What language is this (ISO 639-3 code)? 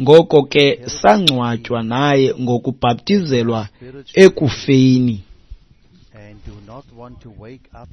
xho